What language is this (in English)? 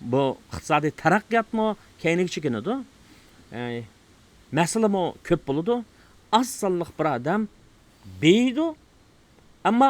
Uyghur